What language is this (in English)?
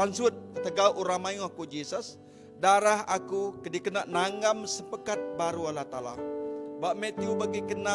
Iban